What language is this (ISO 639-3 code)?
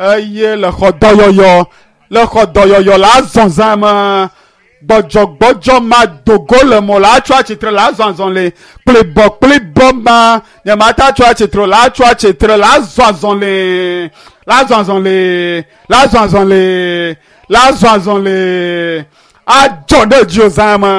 ewe